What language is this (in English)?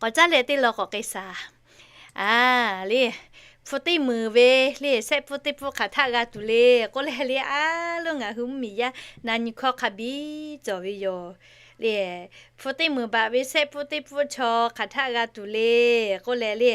Lahu